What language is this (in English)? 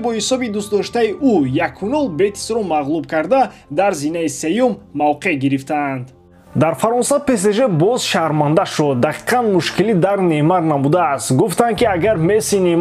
Tajik